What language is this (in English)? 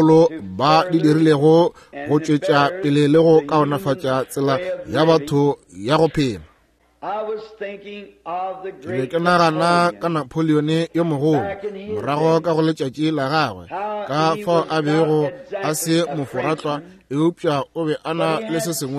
Northern Sotho